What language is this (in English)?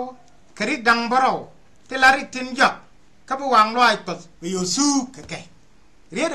Nuer